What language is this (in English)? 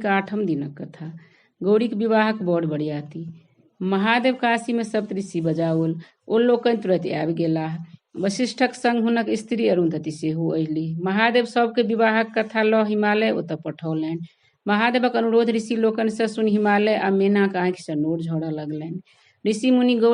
Maithili